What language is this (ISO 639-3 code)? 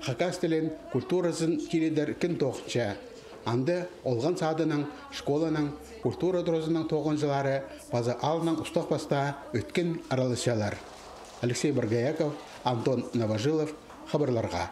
kjh